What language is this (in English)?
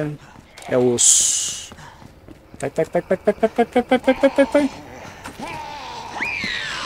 Portuguese